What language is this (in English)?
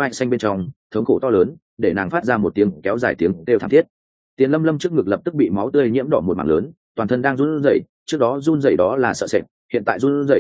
Vietnamese